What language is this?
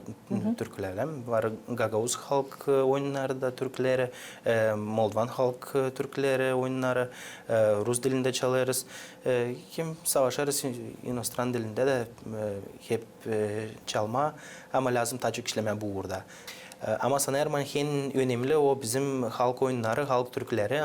Gagauz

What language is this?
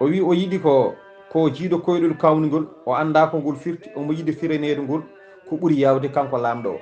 Fula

